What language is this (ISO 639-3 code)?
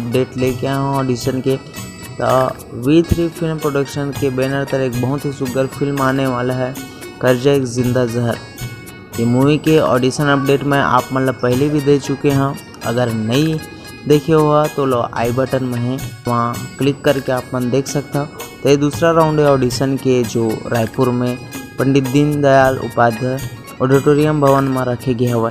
hne